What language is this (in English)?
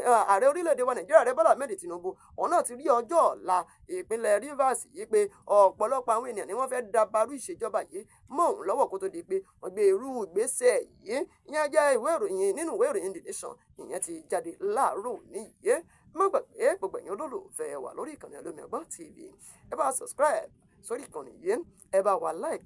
Yoruba